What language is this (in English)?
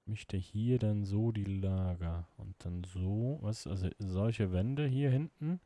Swiss German